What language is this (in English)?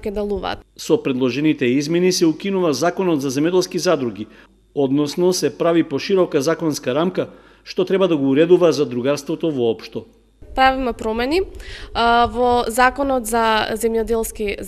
Macedonian